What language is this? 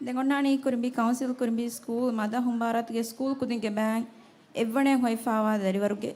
Divehi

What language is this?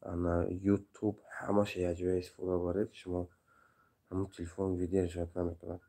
Tajik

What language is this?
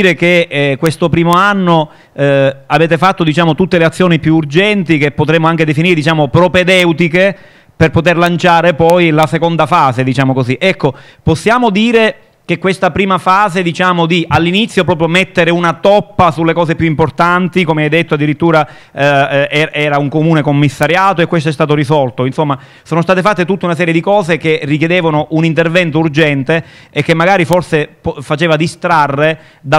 Italian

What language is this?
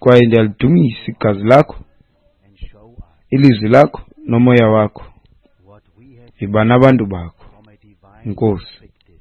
Xhosa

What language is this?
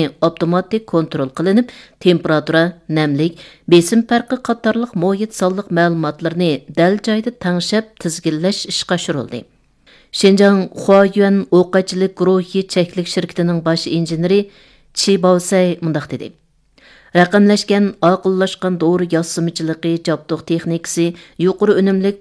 Uyghur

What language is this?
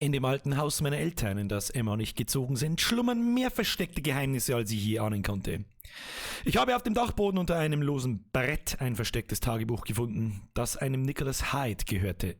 Bavarian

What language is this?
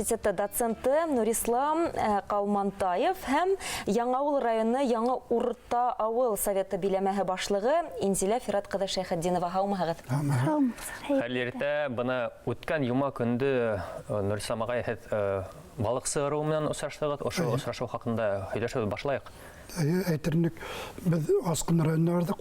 Bashkir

